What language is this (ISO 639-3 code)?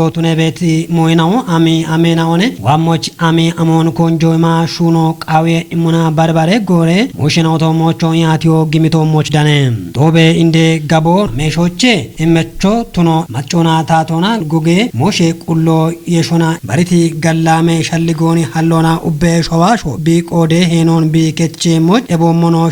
kbr